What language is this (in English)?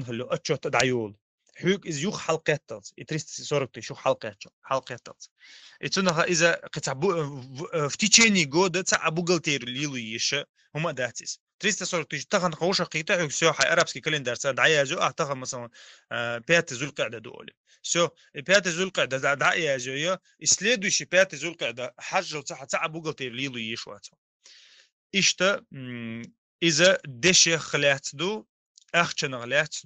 Chechen